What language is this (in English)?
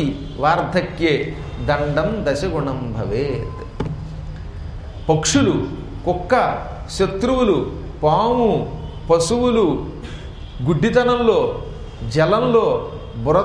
Telugu